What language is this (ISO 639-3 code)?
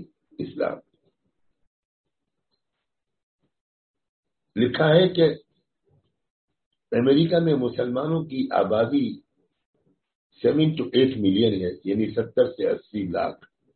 urd